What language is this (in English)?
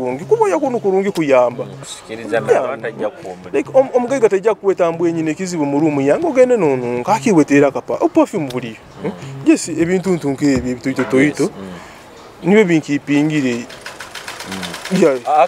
Nyoro